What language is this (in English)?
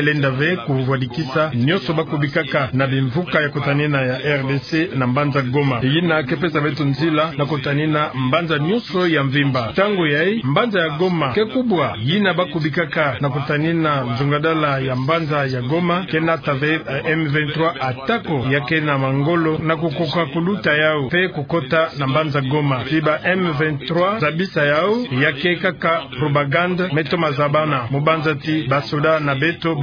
Kituba (Democratic Republic of Congo)